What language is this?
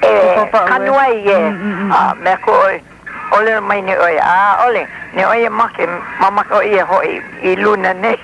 Hawaiian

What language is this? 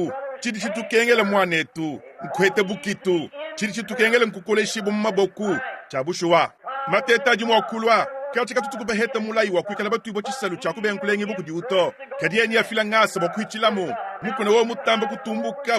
Luba-Lulua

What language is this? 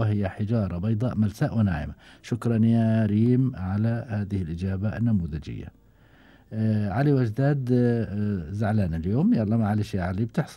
Gulf Arabic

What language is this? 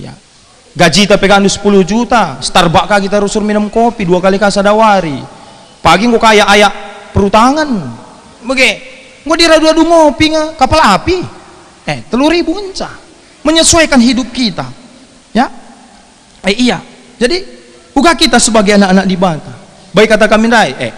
Batak Karo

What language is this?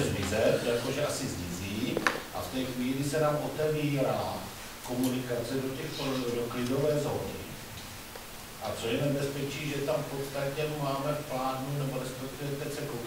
Czech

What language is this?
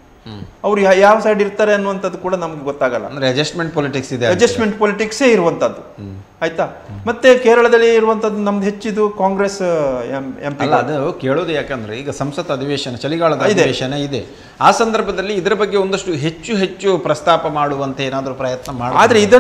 Kannada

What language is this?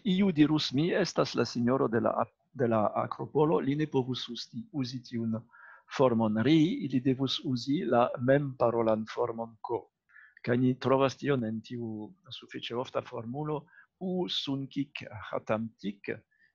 Esperanto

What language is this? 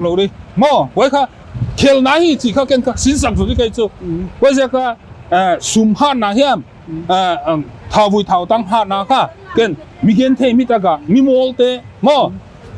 Paite Chin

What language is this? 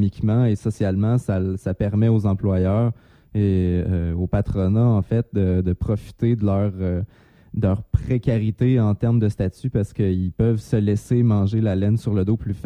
French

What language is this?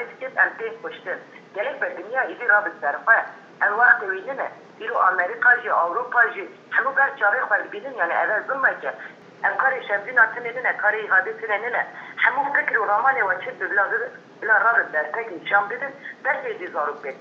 Kurdish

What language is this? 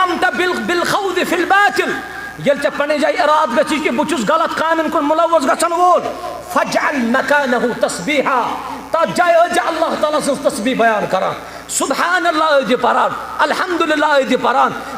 Kashmiri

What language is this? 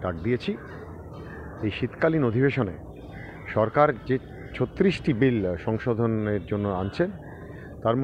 Bangla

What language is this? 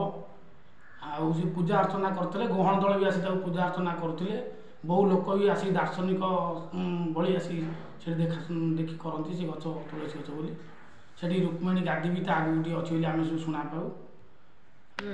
Odia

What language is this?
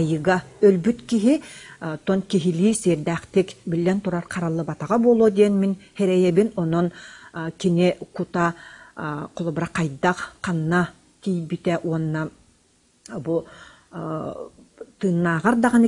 Yakut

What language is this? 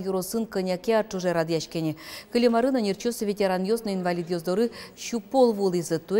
Udmurt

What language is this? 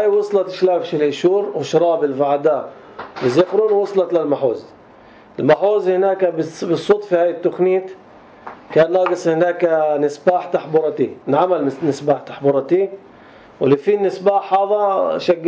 North Levantine Arabic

